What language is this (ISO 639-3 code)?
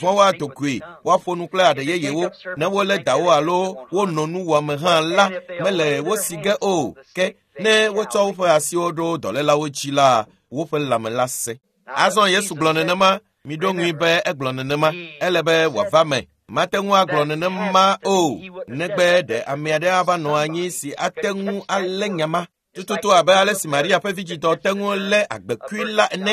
ewe